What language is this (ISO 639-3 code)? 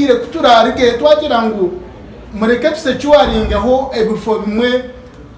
nyn